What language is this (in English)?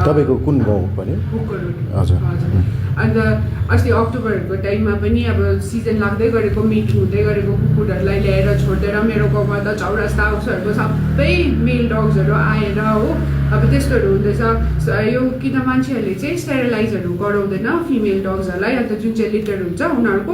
Nepali